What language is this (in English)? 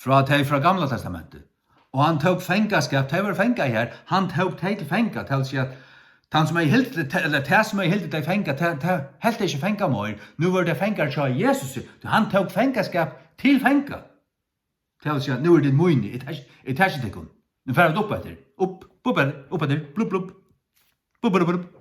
Faroese